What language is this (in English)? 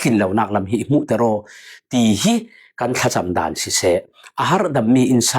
Falam Chin